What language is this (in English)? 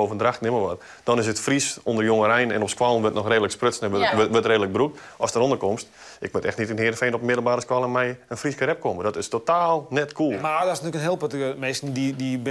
Western Frisian